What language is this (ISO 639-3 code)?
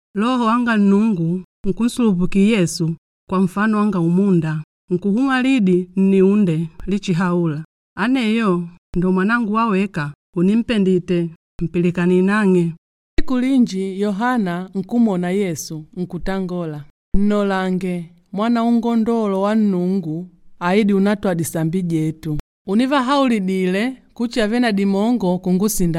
kde